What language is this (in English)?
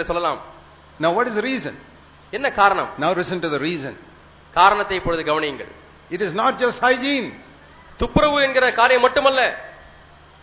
Tamil